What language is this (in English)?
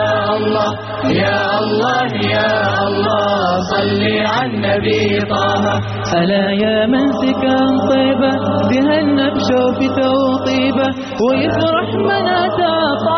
Arabic